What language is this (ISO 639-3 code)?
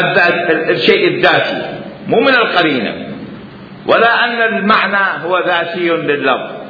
acm